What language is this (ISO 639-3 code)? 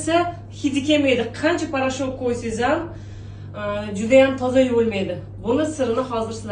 uzb